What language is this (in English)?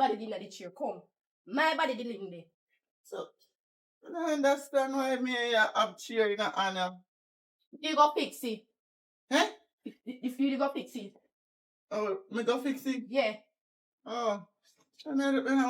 Jamaican Creole English